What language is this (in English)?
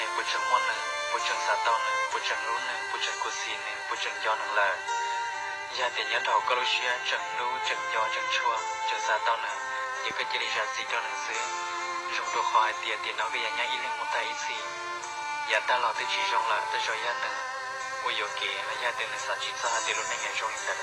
Hmong